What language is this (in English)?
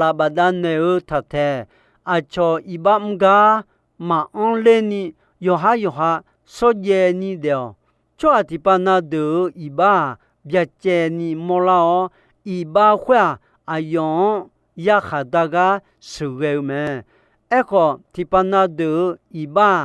Akha